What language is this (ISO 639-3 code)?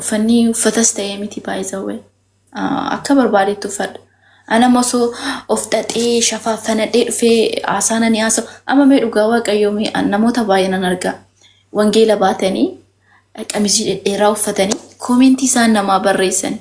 orm